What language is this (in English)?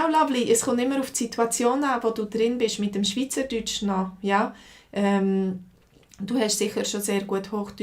Swiss German